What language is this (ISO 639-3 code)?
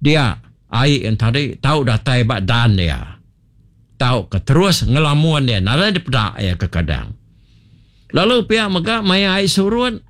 iba